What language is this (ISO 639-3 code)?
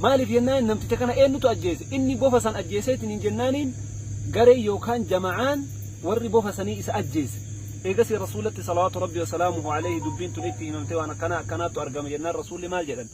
orm